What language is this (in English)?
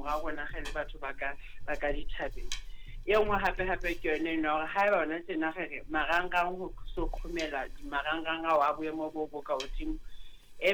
Southern Sotho